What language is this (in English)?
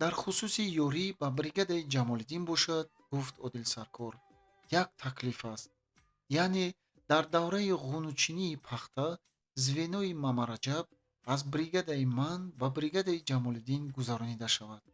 Tajik